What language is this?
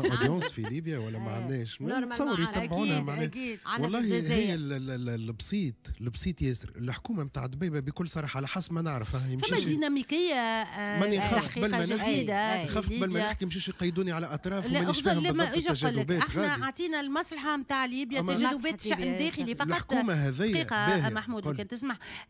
Tunisian Arabic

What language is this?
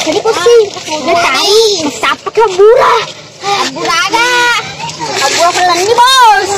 Buginese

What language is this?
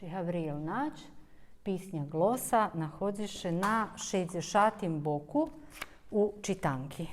Rusyn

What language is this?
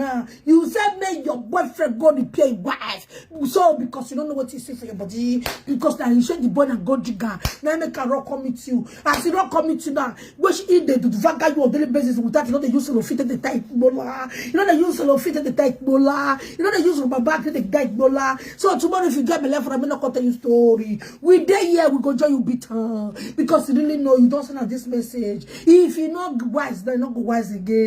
Nigerian Pidgin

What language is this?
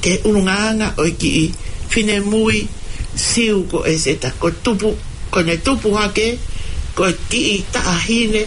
Tongan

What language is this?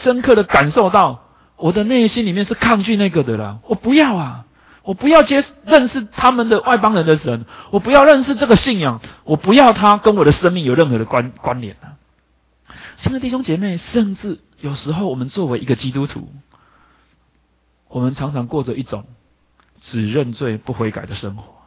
Chinese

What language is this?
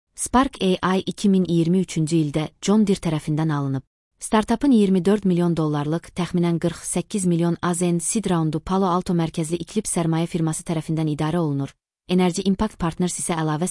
Azerbaijani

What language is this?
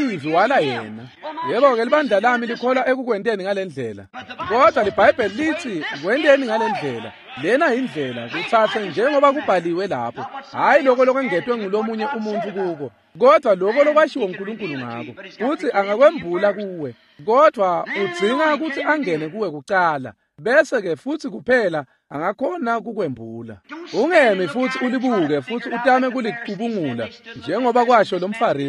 Swati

